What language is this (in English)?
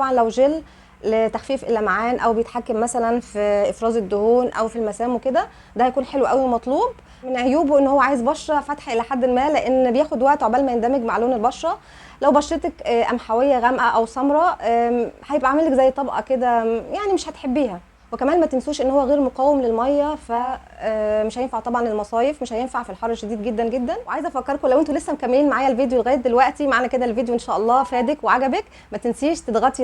Egyptian Arabic